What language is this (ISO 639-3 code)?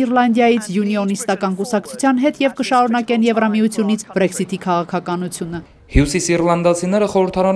hye